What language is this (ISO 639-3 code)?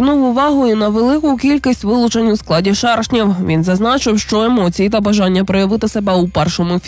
ukr